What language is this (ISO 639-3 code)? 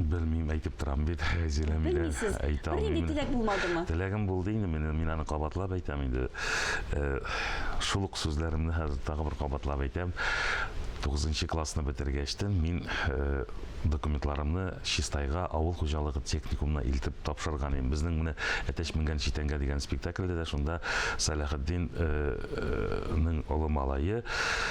tat